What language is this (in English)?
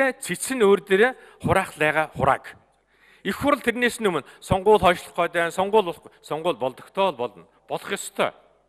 Mongolian